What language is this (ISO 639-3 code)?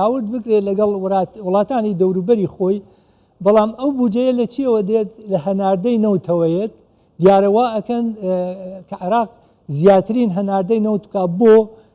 ckb